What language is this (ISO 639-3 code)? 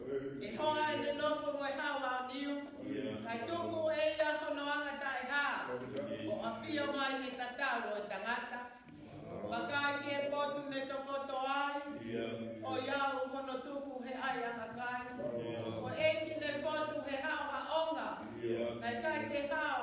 ton